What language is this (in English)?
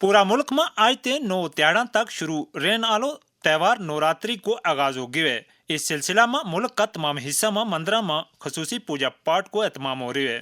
Gujari